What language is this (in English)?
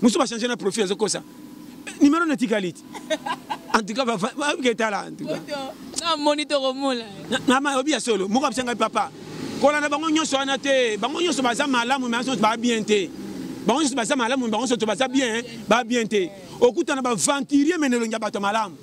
Lingala